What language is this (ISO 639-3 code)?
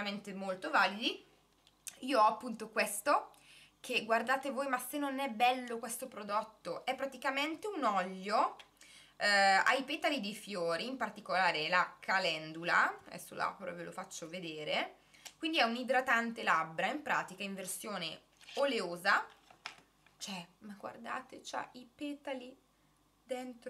ita